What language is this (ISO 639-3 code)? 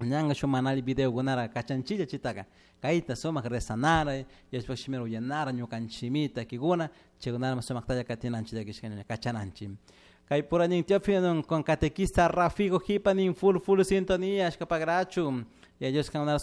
qug